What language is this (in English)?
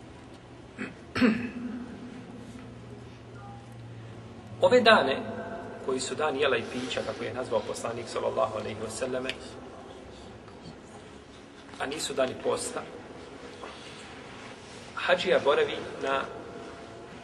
Bosnian